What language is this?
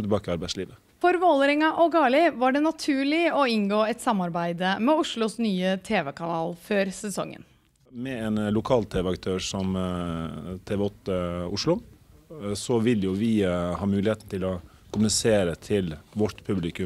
Norwegian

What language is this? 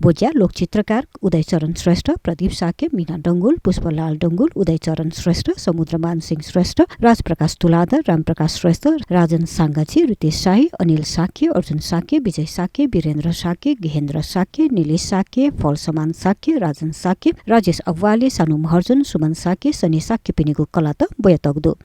Newari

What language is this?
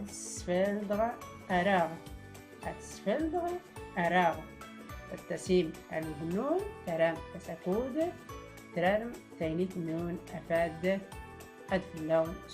Tachelhit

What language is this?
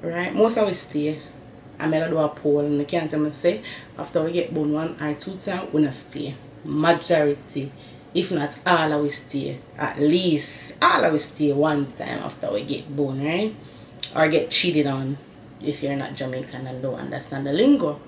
Jamaican Creole English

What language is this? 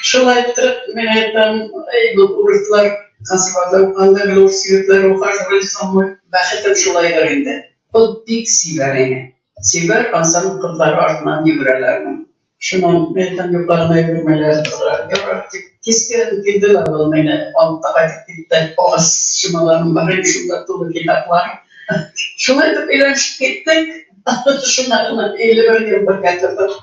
Bashkir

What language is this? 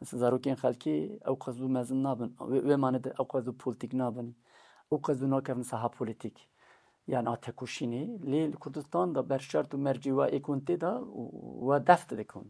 Kurdish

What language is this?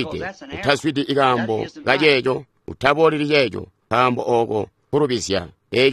Tonga (Zambia)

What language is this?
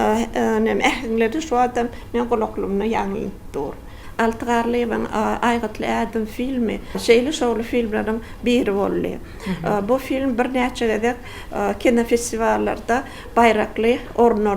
Turkmen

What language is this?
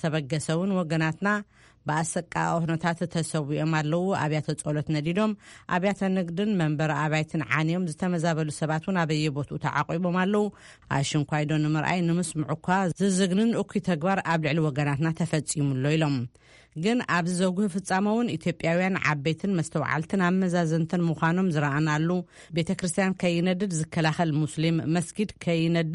Tigrinya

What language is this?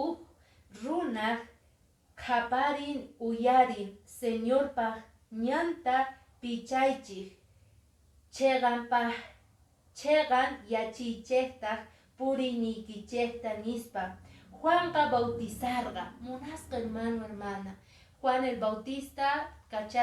Quechua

